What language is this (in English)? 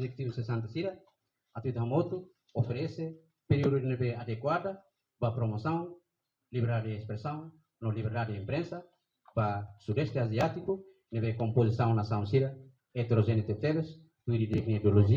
Tetum